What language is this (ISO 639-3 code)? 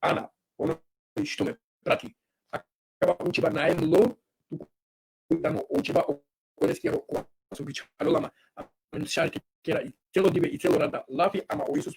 rmn